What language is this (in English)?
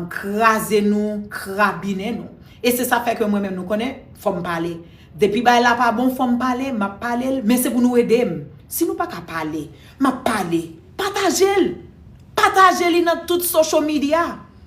Haitian Creole